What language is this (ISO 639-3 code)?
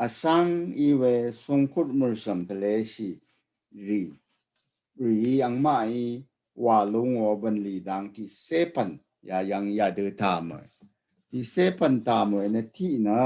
raw